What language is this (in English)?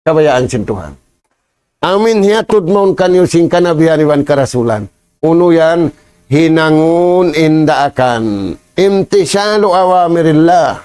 Tausug